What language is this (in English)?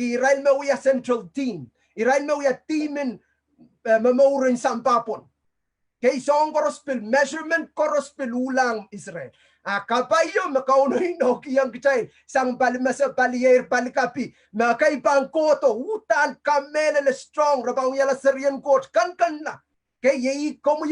Pohnpeian